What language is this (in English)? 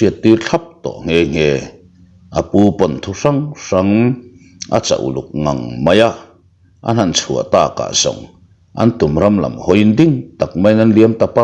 Mizo